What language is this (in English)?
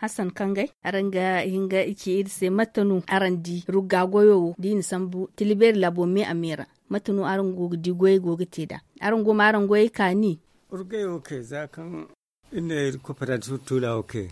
Zarma